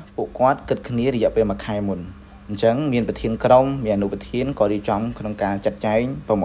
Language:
Khmer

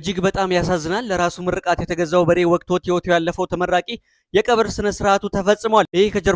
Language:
Amharic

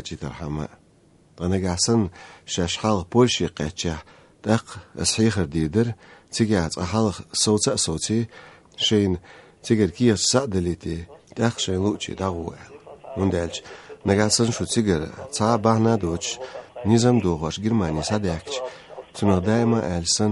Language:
Chechen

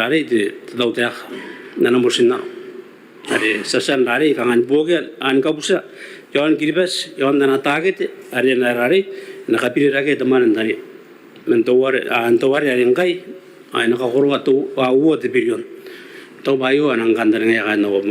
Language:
Gilbertese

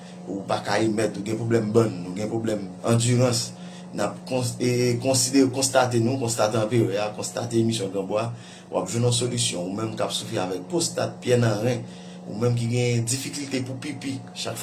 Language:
Haitian Creole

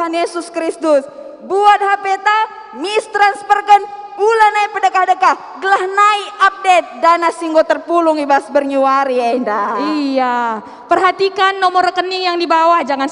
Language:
Batak Karo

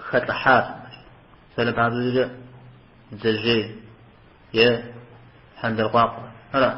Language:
Kabardian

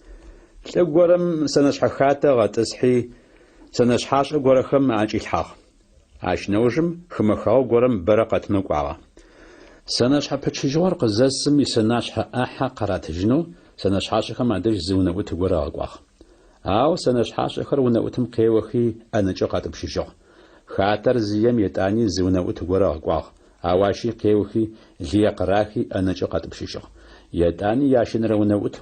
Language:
Adyghe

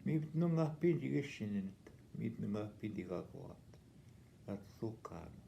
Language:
Northwestern Ojibwa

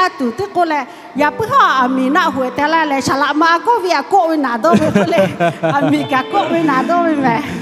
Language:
Lahu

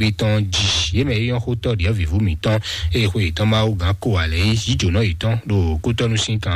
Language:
Fon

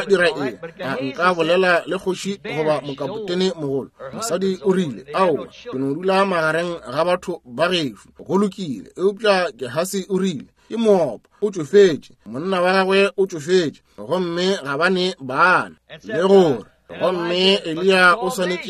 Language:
Northern Sotho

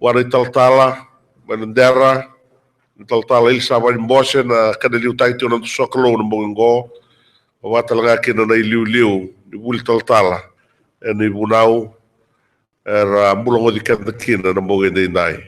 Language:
Fijian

